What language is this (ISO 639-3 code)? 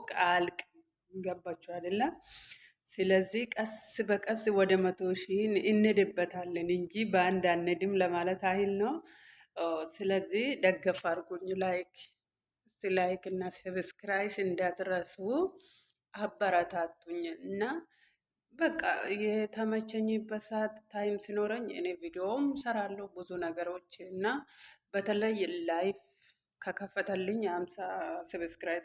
amh